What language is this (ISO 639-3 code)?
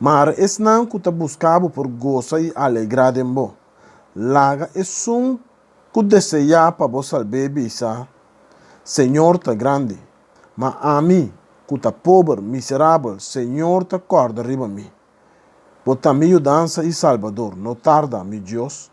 pap